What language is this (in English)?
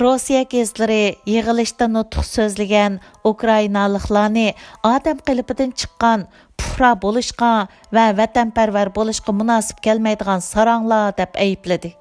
Uyghur